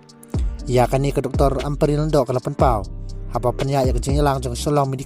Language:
Khasi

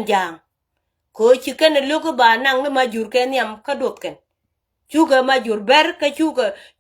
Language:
Nuer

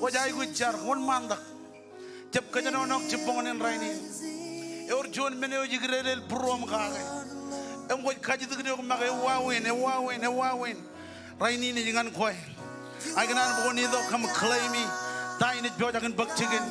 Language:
Marshallese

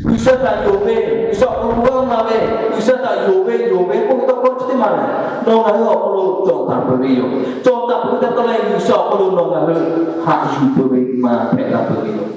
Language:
Lahu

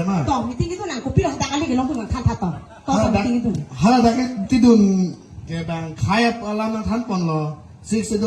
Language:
Karbi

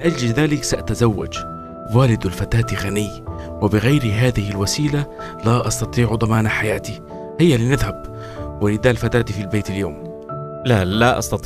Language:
Arabic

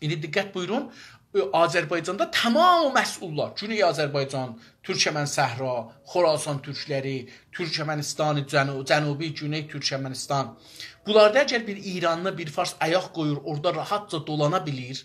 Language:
South Azerbaijani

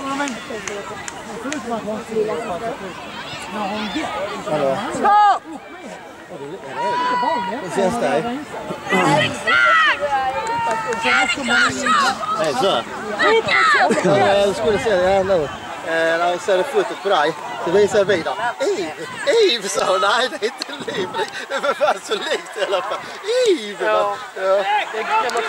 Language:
Swedish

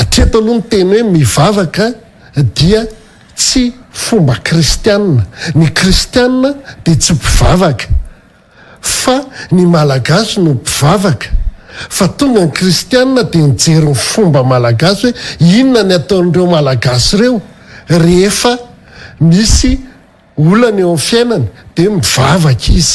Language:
Malagasy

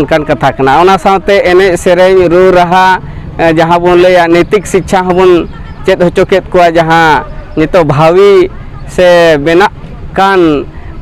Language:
Santali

